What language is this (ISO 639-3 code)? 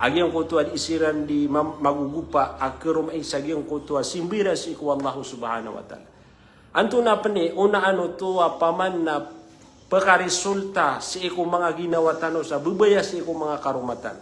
mrw